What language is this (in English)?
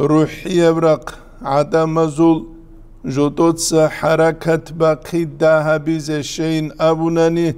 Avaric